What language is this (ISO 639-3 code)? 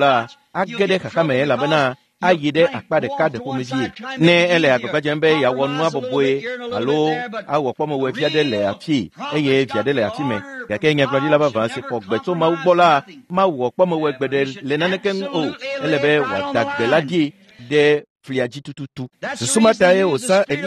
ewe